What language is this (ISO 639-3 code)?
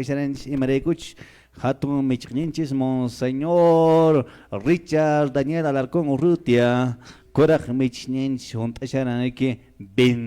que